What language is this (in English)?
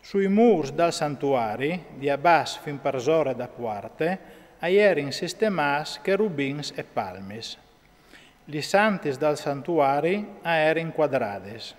Friulian